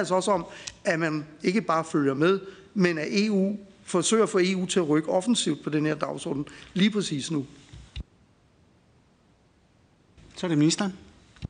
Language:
Danish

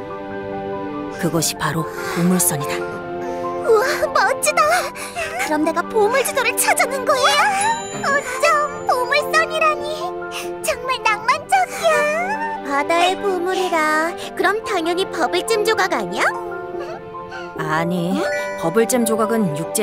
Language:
Korean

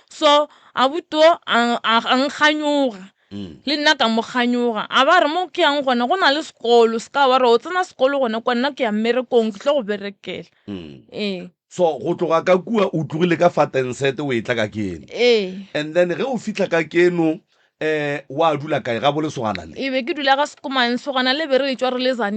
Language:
Northern Sotho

